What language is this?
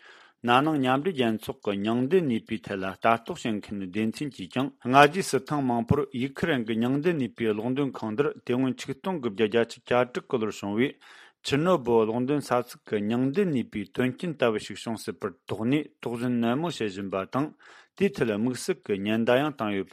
Tibetan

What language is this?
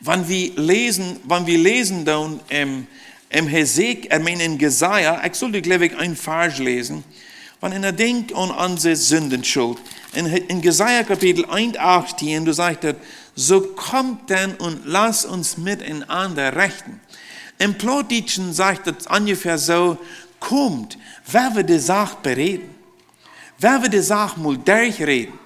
Plautdietsch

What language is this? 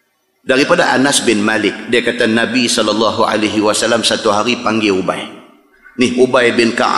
Malay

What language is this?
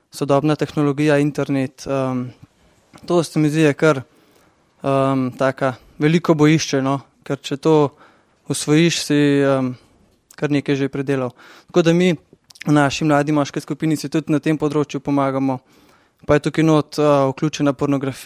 Slovenian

